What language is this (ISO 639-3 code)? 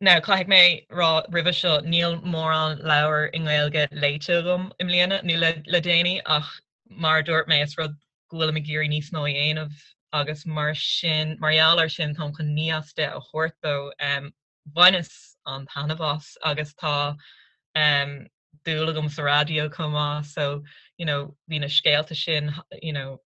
gle